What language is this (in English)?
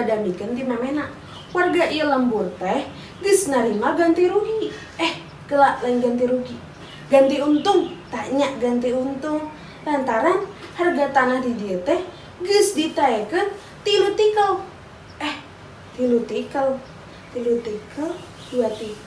Sundanese